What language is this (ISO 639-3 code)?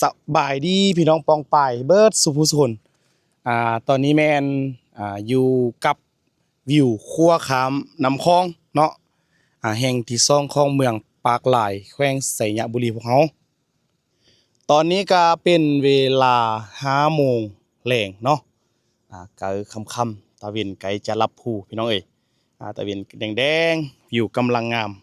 lao